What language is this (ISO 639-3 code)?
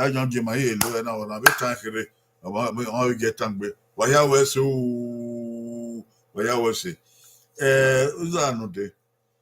bin